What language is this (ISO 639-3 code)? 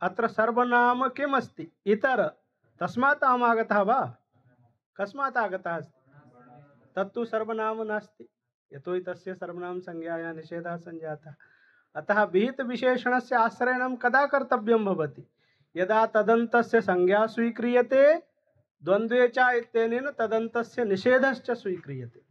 san